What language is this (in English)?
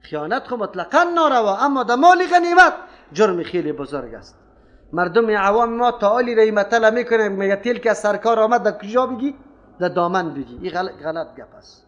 Persian